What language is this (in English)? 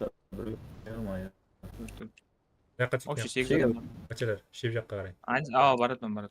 Kara-Kalpak